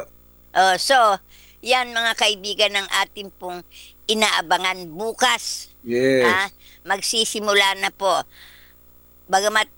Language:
Filipino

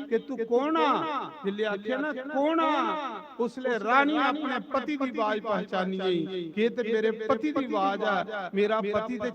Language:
Dogri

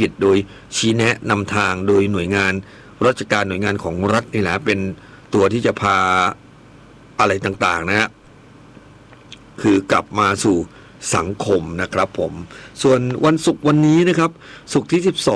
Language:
Thai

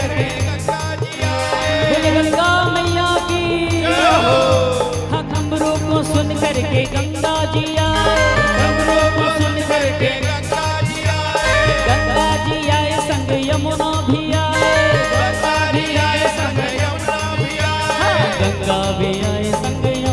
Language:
Chhattisgarhi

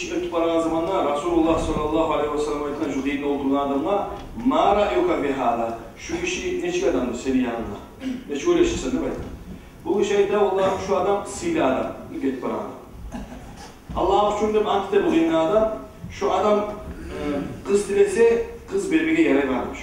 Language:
Kumyk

